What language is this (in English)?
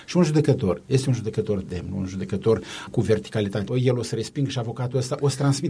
Romanian